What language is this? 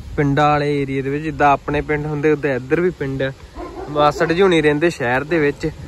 Punjabi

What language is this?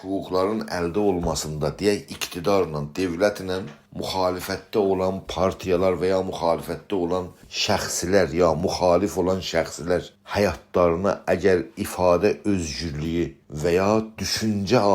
South Azerbaijani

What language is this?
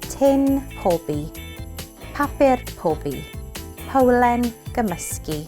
Welsh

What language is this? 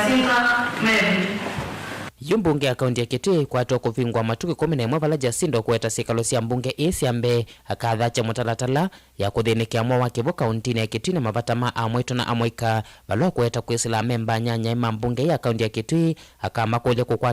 Kamba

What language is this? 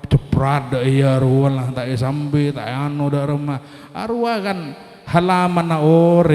Madurese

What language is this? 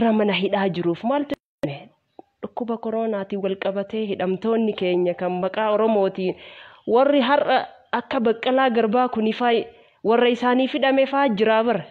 Oromo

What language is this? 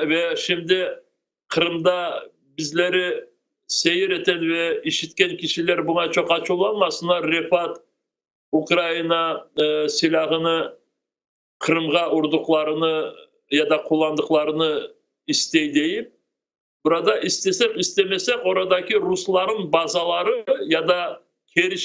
Crimean Tatar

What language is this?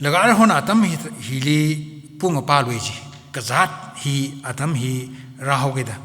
Tangkhul Naga (India)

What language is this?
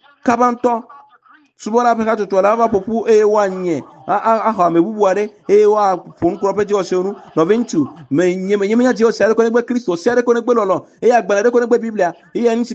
Ewe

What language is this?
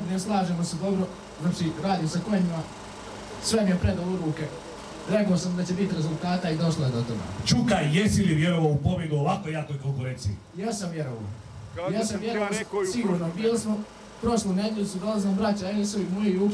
Croatian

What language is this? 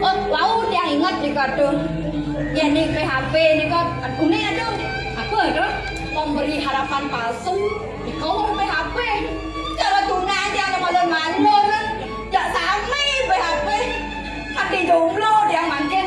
Balinese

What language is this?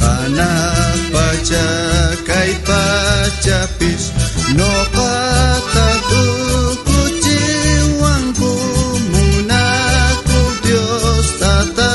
South Bolivian Quechua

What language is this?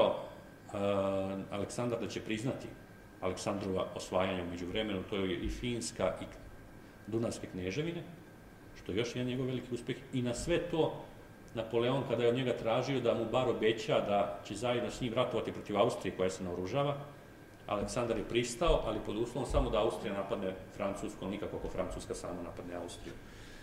Serbian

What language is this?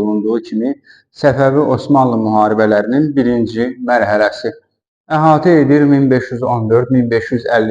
Azerbaijani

